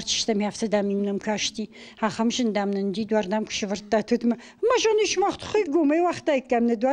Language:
Ossetic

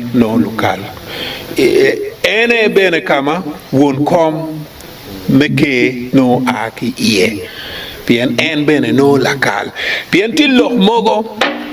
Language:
Acoli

